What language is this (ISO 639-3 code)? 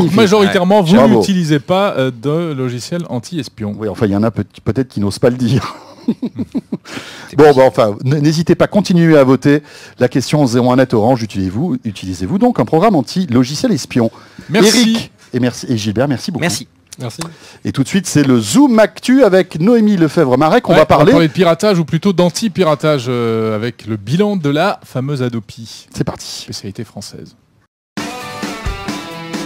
fra